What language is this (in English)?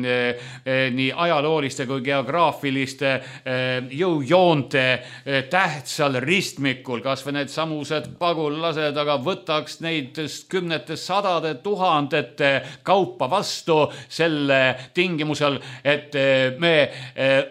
Estonian